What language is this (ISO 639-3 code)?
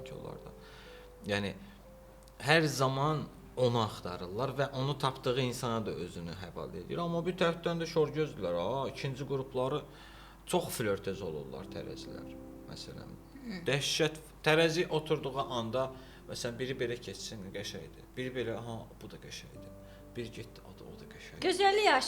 aze